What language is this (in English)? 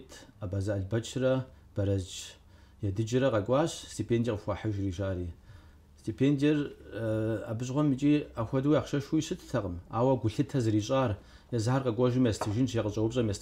Kabardian